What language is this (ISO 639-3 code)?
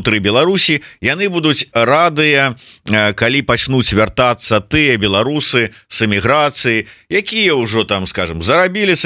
bel